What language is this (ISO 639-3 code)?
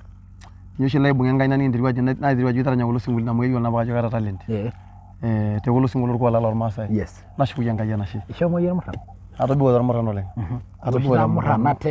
mas